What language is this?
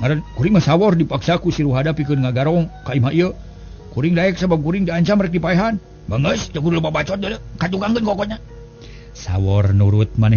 Sundanese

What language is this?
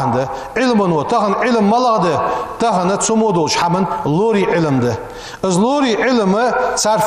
Ingush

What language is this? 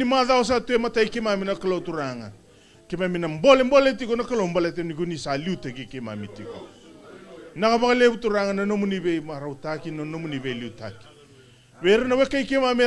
Fijian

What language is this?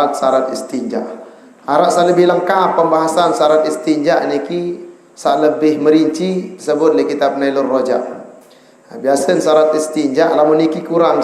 Sasak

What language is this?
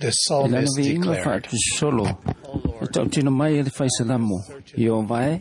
Samoan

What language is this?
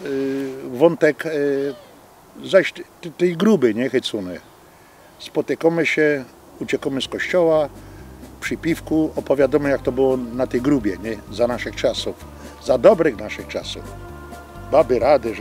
Silesian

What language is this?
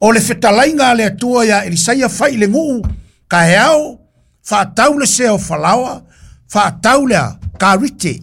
Samoan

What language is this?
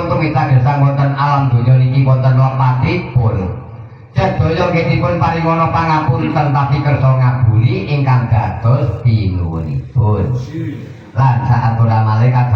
Javanese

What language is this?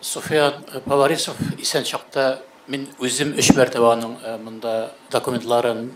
Tatar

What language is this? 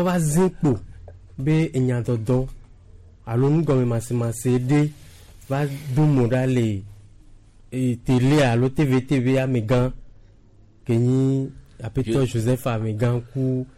Gen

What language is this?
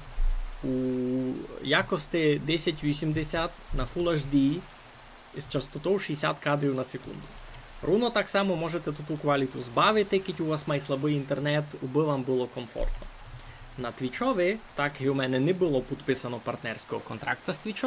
Rusyn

